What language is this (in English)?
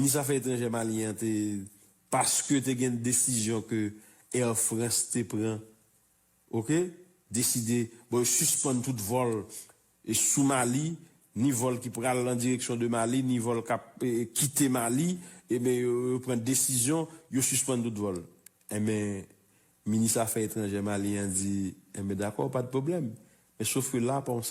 Haitian Creole